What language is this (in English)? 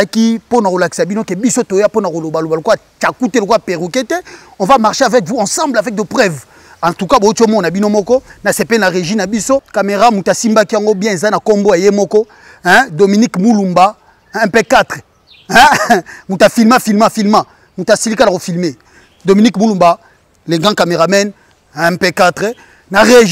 Lingala